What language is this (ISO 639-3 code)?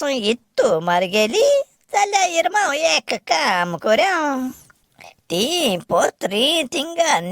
kok